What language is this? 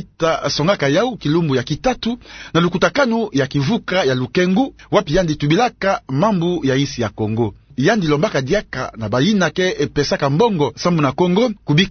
Kituba (Democratic Republic of Congo)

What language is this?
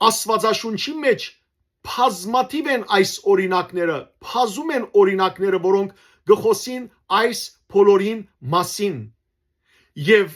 Western Armenian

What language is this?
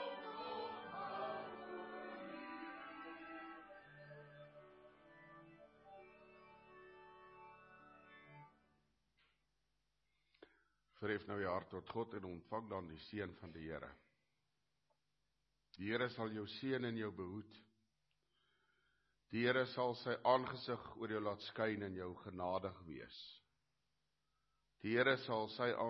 Afrikaans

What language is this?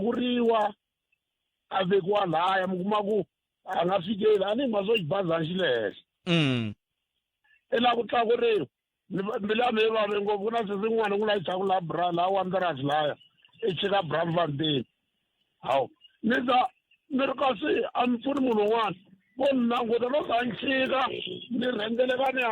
Tsonga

